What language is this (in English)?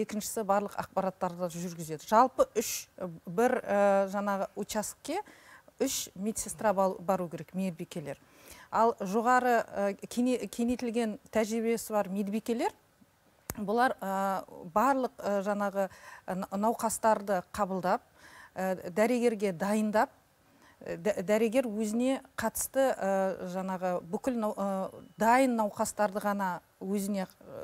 Kazakh